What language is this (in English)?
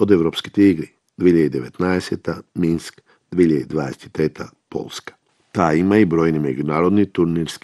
Macedonian